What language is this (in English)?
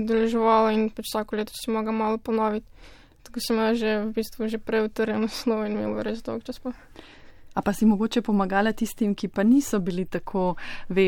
Slovenian